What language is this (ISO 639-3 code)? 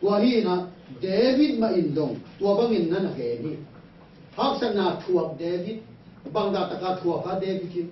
ctd